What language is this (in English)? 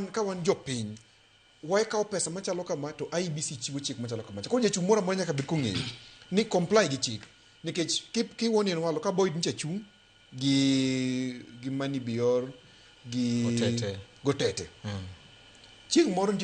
Luo (Kenya and Tanzania)